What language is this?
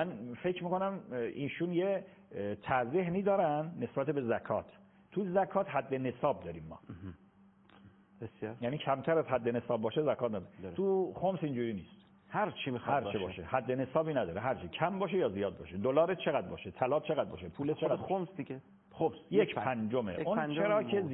Persian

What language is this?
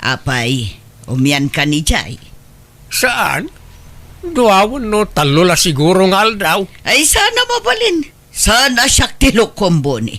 Iloko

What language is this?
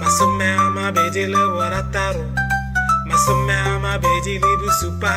Tswana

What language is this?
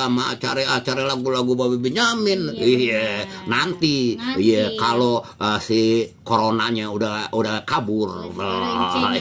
Betawi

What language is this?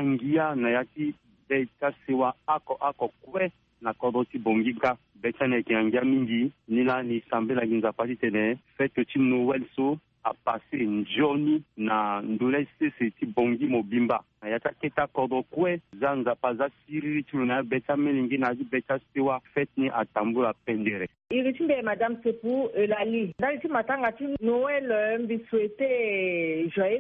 Sango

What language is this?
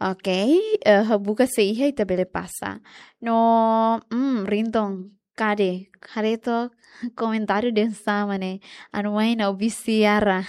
Tetum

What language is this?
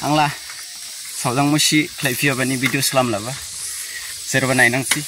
Dimasa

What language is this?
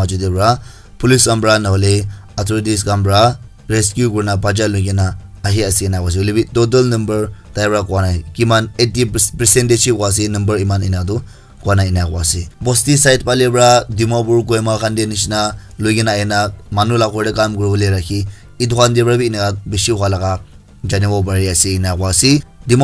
Naga Pidgin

